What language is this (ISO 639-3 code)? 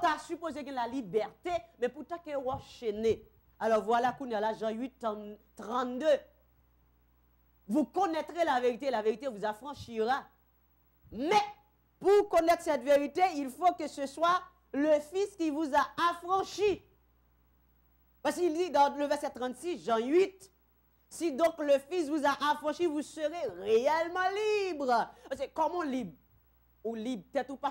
fra